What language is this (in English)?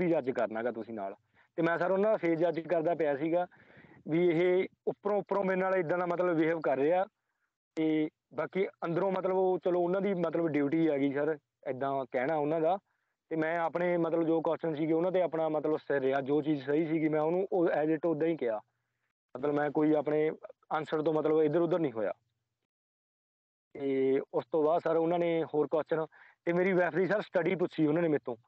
Punjabi